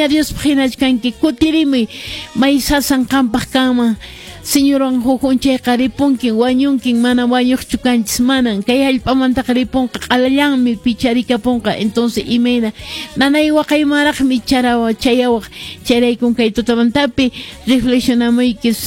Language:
Quechua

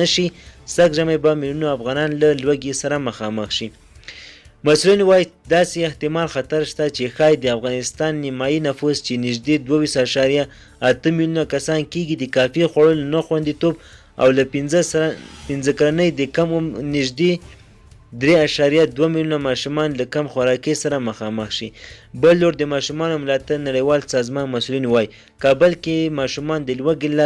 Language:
Pashto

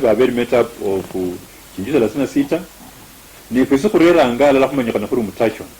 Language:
Luyia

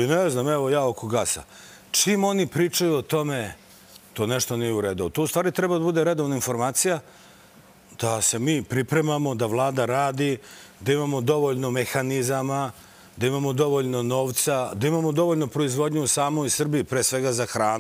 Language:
Serbian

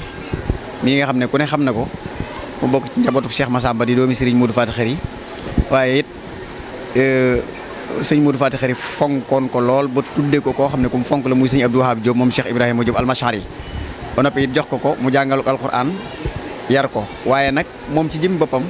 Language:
Wolof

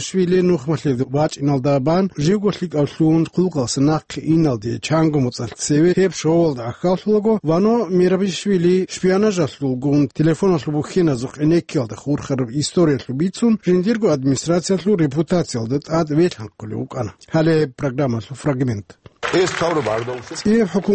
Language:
Avaric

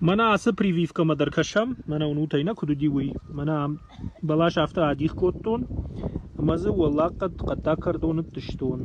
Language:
Ossetic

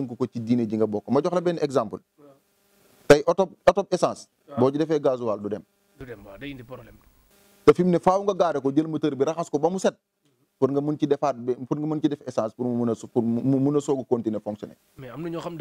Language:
Wolof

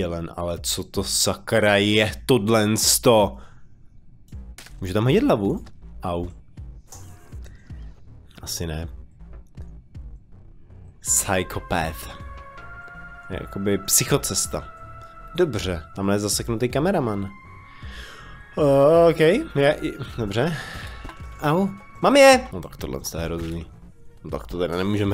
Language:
Czech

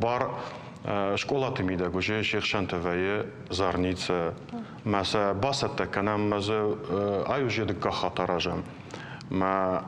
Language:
Ossetic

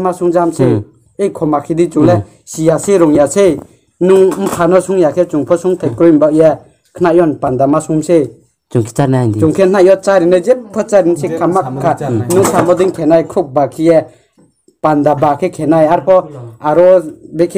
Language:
Riang (India)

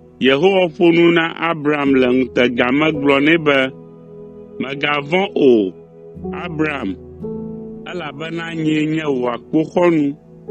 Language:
Ewe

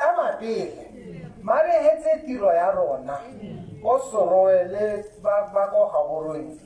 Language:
Tswana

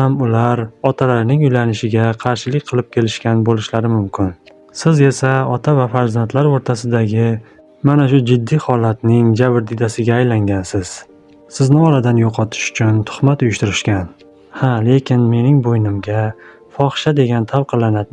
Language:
Uzbek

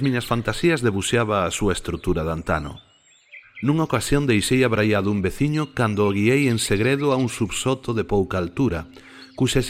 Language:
Galician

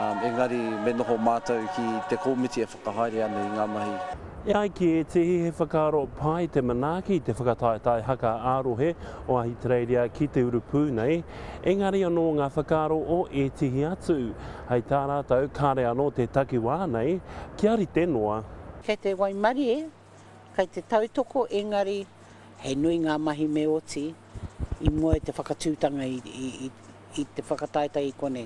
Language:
Māori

